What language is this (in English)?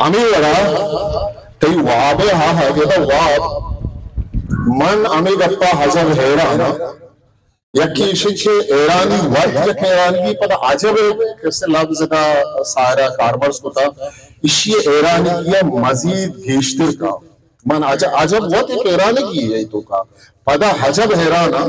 Baluchi